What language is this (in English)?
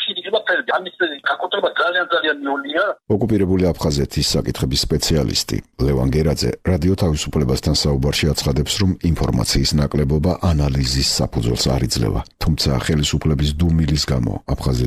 Georgian